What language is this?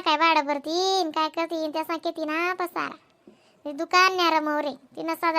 Khandesi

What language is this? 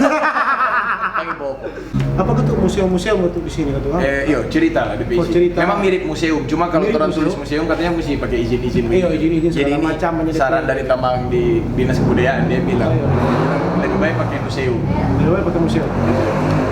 Manado Malay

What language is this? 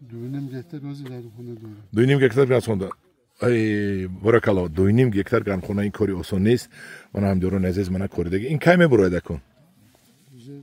Tajik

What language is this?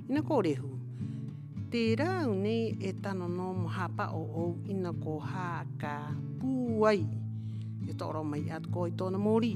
Rapanui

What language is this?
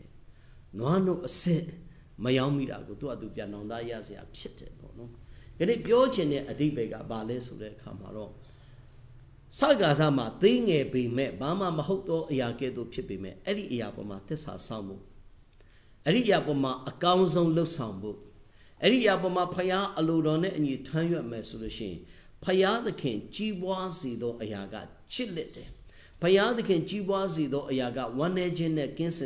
Burmese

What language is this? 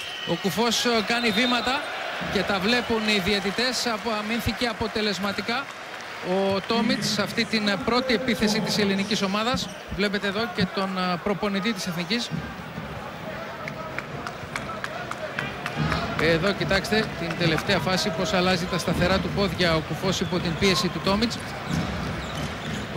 Greek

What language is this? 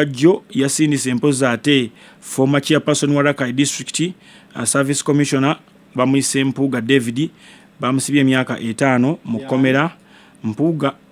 Ganda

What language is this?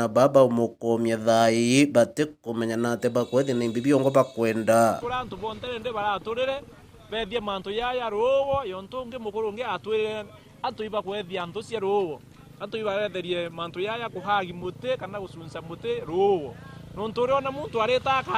Meru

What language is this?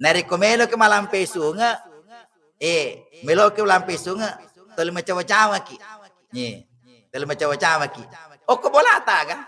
Buginese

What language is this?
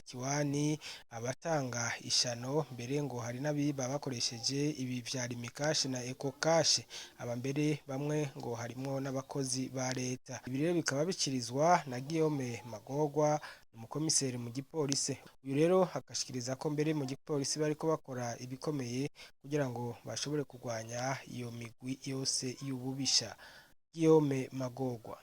Rundi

